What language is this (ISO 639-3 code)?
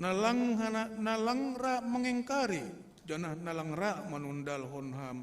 bts